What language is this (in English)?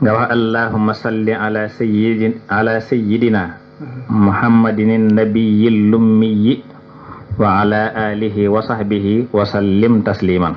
Wolof